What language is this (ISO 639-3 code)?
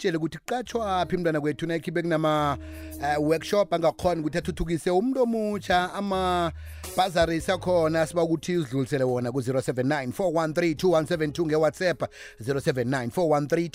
nbl